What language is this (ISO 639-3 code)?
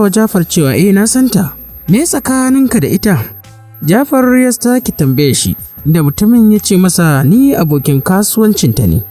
hau